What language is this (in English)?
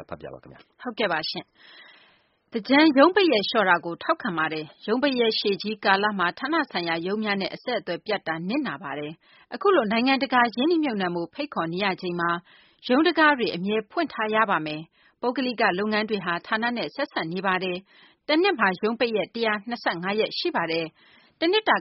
Burmese